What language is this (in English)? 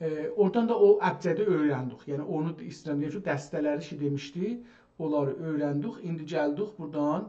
South Azerbaijani